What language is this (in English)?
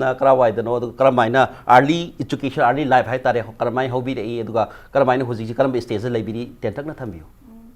Manipuri